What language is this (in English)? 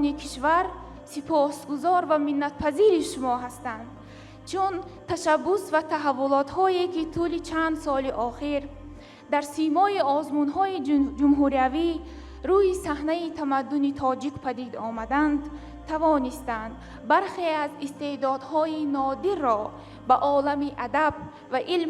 Tajik